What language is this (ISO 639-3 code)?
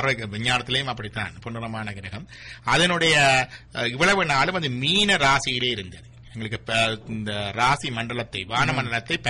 tam